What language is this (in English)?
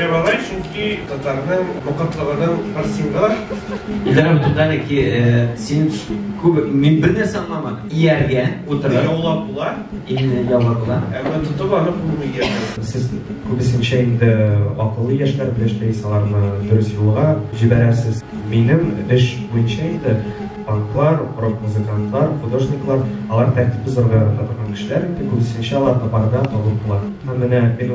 Tatar